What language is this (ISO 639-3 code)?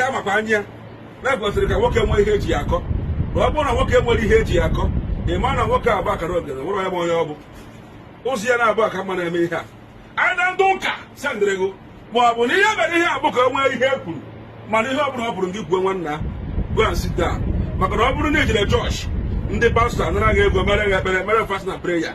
ibo